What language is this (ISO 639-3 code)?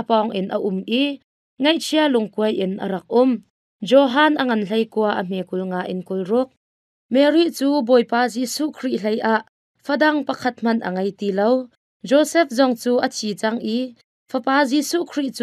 cnh